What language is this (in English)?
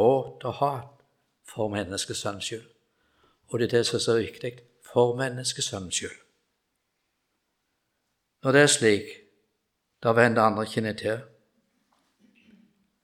Norwegian